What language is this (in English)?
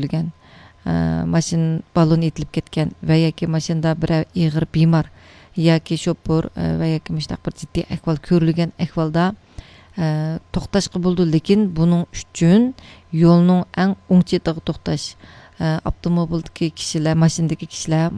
Uyghur